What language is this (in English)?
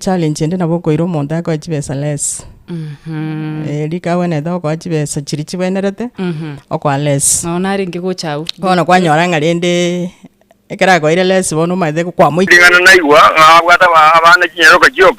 Gusii